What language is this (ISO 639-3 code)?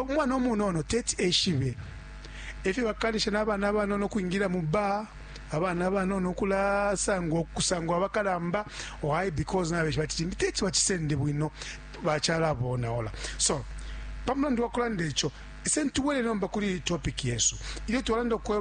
bem